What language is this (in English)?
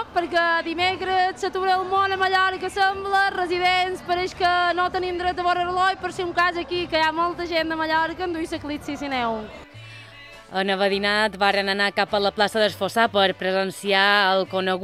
Catalan